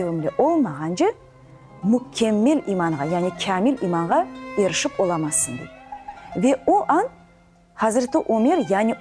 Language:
Crimean Tatar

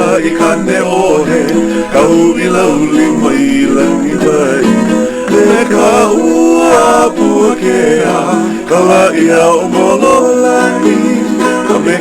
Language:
Hawaiian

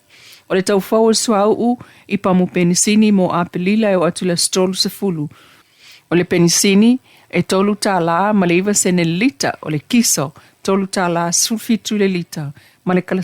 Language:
Samoan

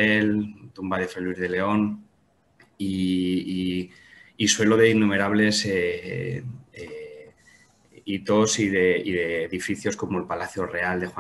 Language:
Spanish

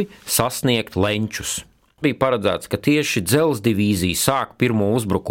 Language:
Latvian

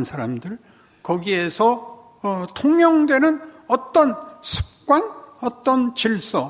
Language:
Korean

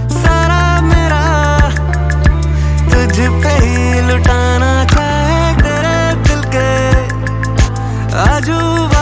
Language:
Hindi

